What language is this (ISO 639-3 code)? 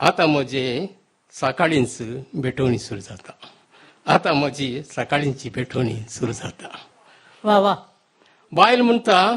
kok